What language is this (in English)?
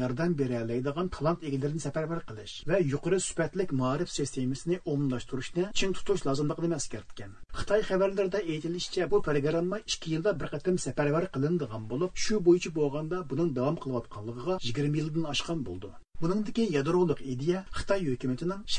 Uyghur